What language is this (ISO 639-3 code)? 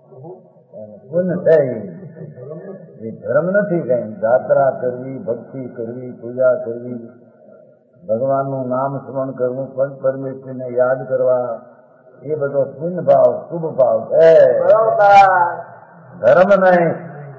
guj